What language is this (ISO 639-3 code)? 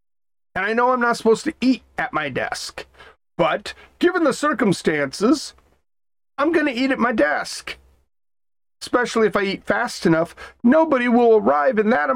eng